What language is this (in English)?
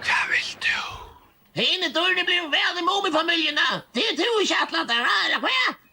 Faroese